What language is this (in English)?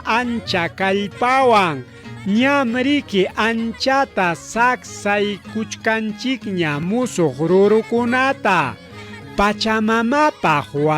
Ayacucho Quechua